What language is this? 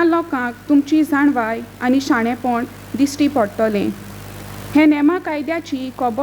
Konkani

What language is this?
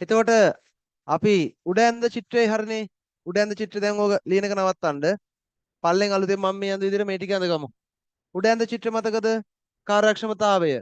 Sinhala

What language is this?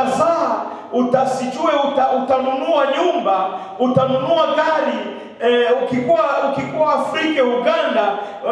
Swahili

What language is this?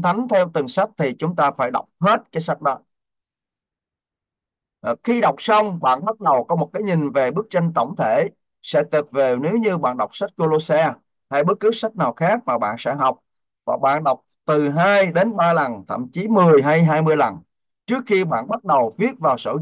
Vietnamese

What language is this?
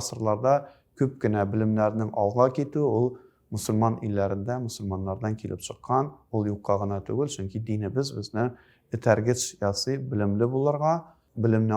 Tatar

